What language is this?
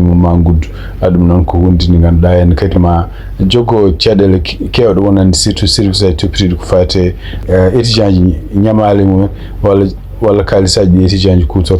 Fula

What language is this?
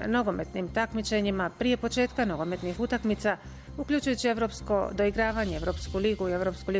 Bosnian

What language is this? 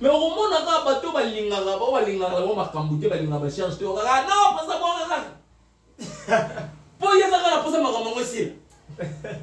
Lingala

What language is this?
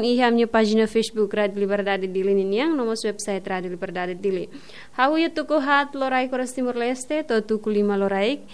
Tetum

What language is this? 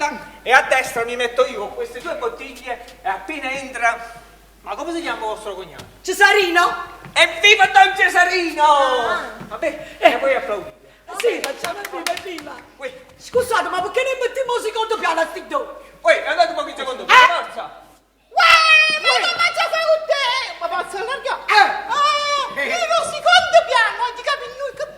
Neapolitan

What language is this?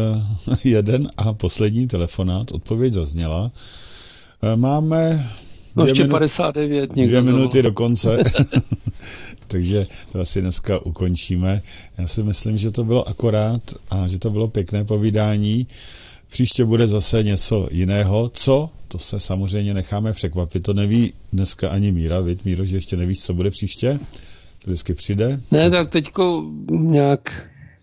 Czech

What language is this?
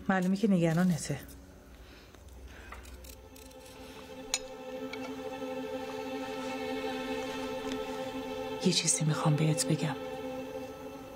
Persian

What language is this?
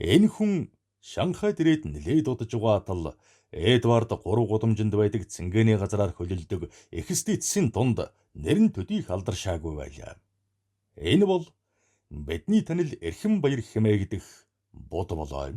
Mongolian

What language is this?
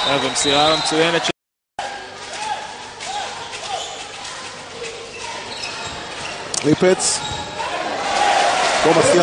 Hebrew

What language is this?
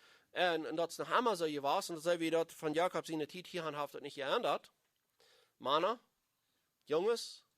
Plautdietsch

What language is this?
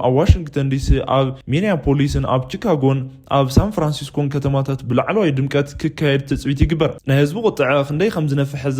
Tigrinya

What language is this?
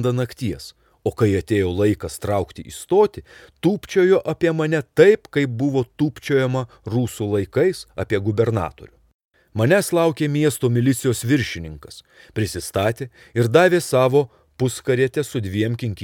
Lithuanian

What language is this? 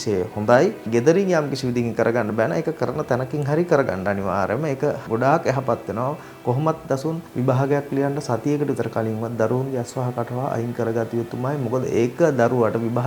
Sinhala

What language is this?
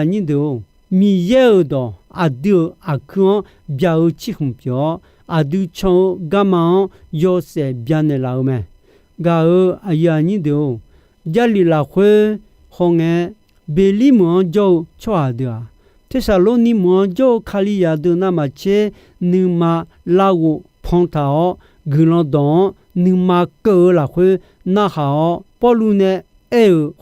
Akha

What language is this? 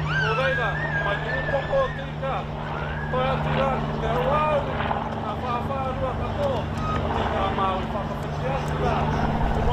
Māori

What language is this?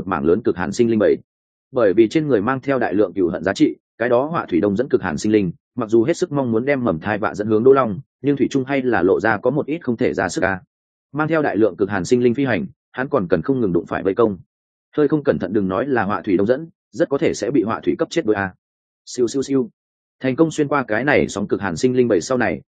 Vietnamese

